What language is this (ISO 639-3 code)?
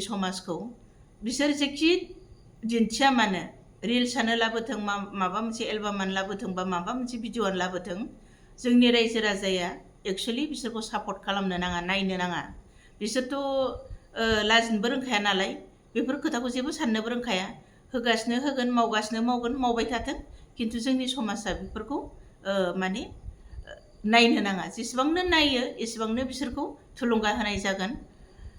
brx